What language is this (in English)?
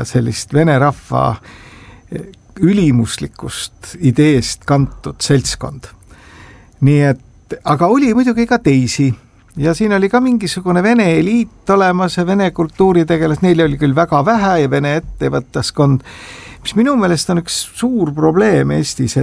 Estonian